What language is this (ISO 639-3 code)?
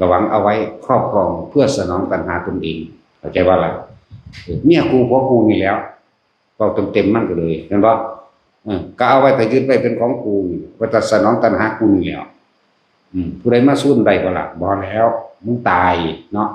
tts